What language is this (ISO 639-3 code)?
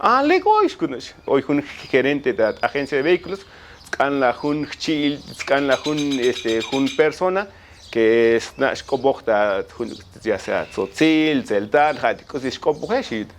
tzo